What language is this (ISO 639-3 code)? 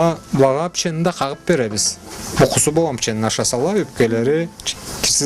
krc